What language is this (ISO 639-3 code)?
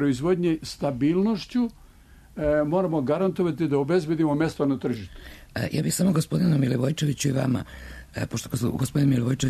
srp